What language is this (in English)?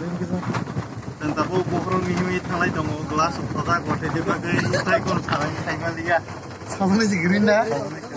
Kok Borok